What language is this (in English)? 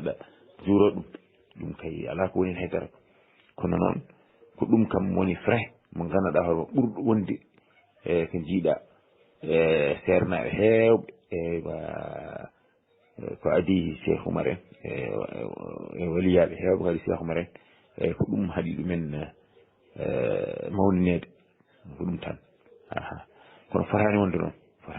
Fula